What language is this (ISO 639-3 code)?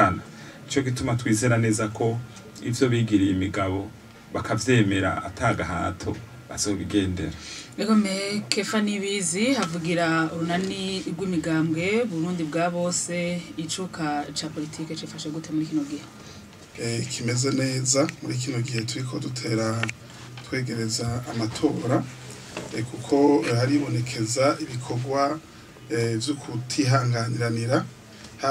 run